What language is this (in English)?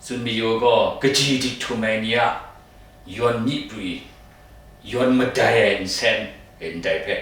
Kachin